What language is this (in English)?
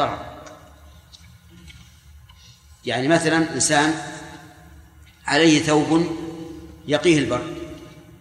Arabic